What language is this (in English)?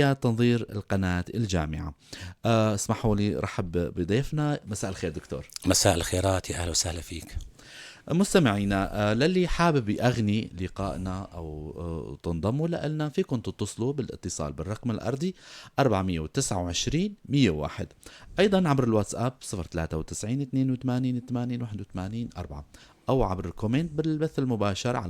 North Levantine Arabic